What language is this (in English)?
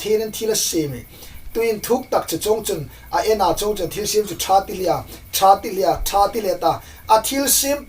Hmar